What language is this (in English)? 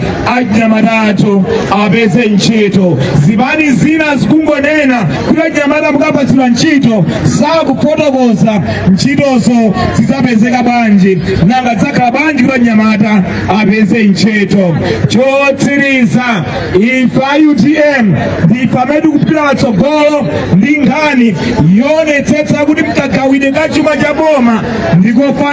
Nyanja